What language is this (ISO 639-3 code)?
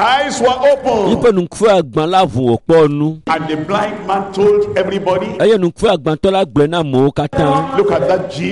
ewe